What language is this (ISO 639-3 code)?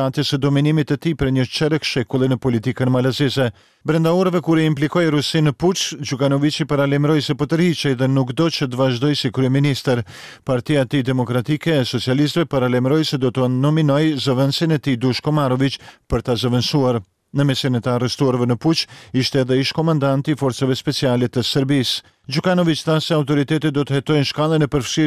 sqi